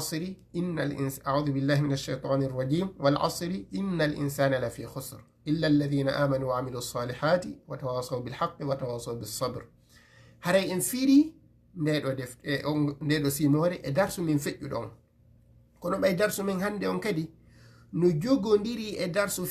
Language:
Fula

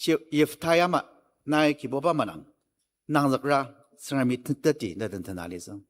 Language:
Ao Naga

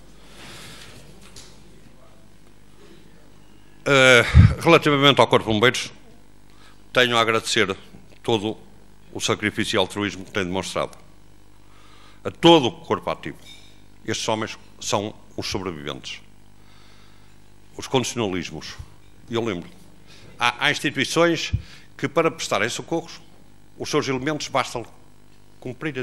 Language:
Portuguese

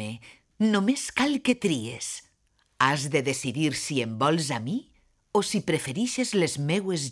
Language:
Catalan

